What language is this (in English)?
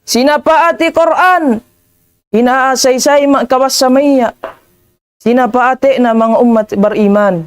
Tausug